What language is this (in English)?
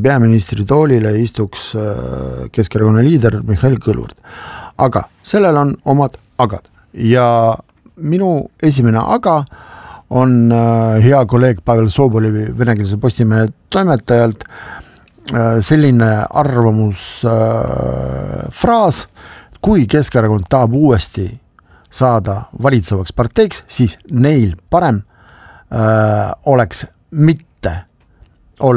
Estonian